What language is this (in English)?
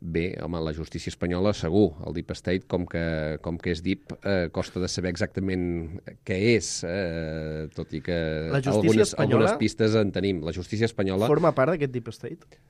Catalan